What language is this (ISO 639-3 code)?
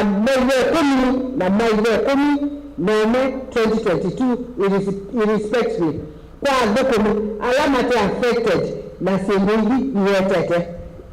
kam